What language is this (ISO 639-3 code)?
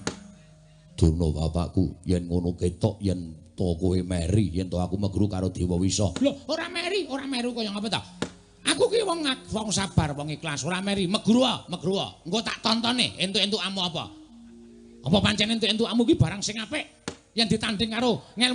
jav